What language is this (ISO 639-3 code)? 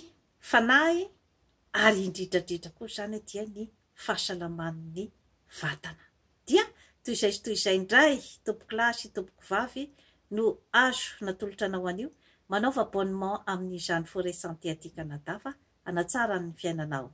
mlg